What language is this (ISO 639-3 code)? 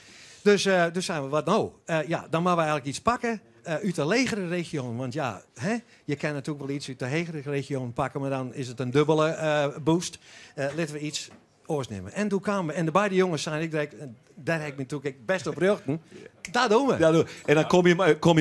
fry